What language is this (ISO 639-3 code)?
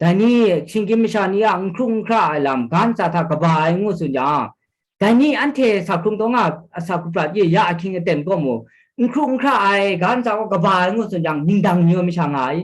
kac